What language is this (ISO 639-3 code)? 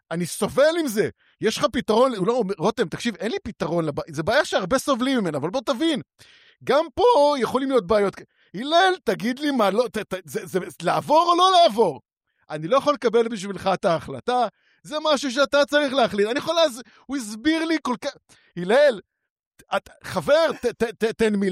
heb